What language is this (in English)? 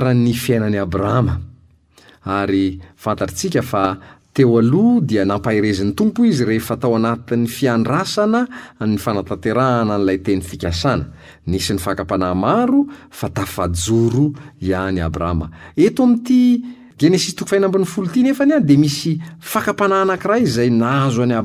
Malagasy